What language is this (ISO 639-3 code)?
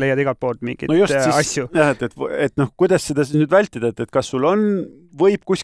est